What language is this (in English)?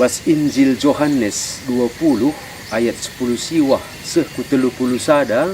Batak Karo